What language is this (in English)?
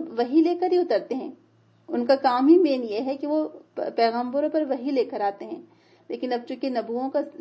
Urdu